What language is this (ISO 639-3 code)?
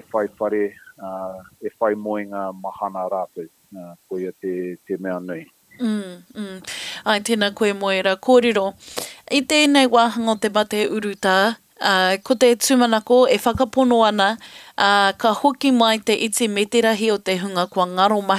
mri